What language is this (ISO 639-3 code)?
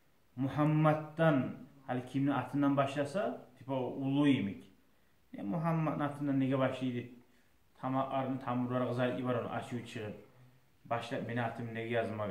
kum